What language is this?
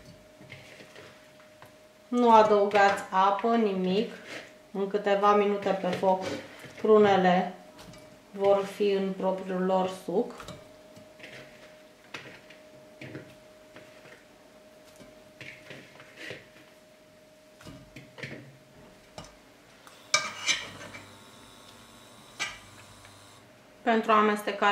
Romanian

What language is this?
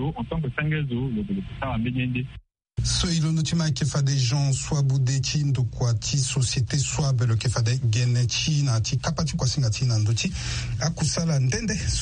Sango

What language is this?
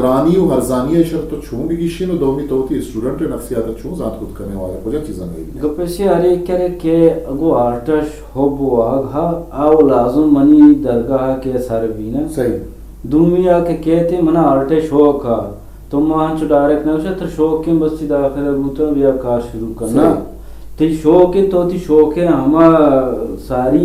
Eastern Balochi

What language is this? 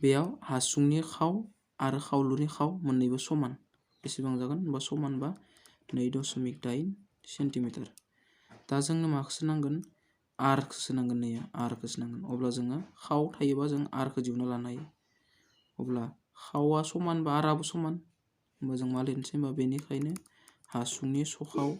Bodo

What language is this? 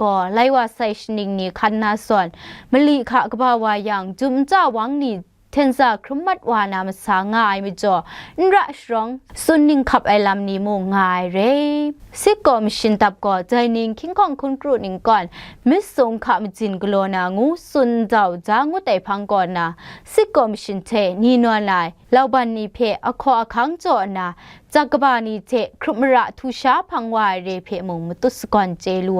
Kachin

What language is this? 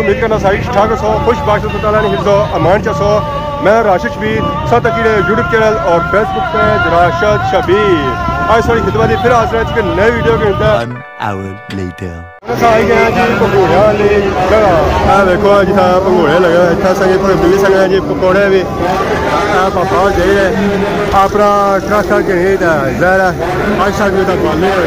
Pahari-Potwari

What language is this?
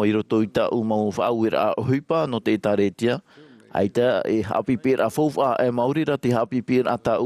Tahitian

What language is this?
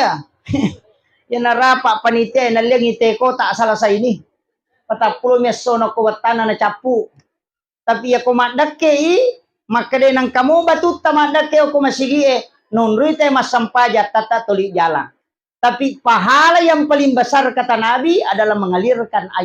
Buginese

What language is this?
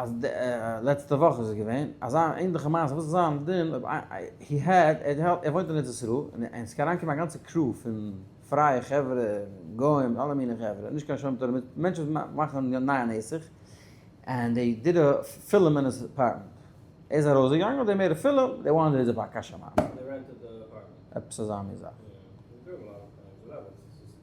Yiddish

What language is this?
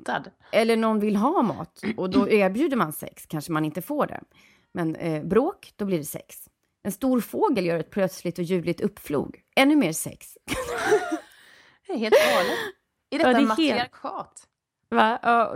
Swedish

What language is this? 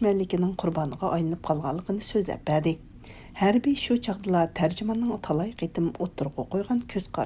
Uyghur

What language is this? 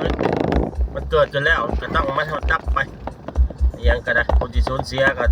Northeastern Thai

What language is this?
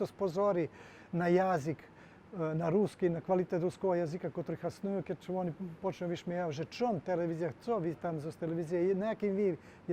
Rusyn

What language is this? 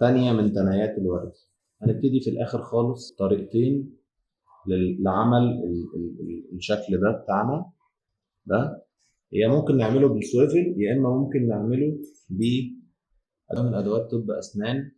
Egyptian Arabic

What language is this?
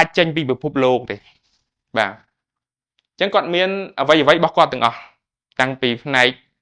Khmer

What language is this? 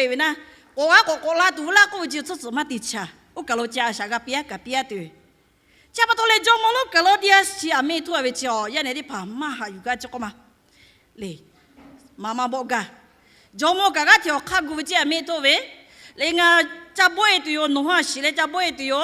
Lahu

